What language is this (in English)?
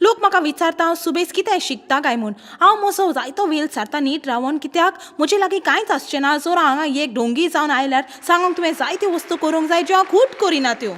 Konkani